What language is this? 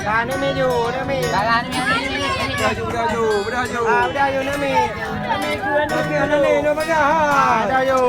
Achinese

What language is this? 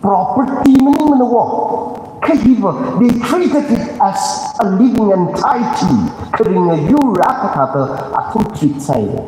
Tangkhul Naga (India)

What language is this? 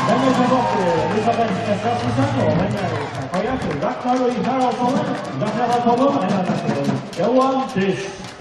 Faroese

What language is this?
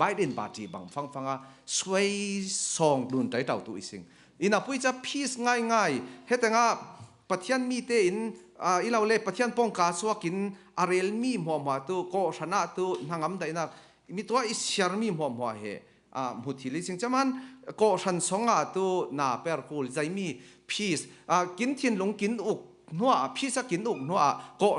Falam Chin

